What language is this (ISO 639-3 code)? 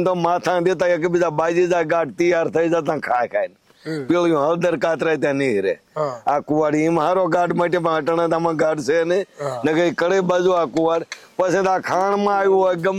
guj